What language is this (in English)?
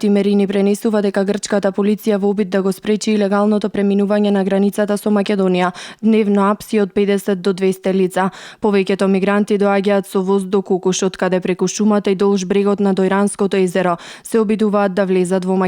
Macedonian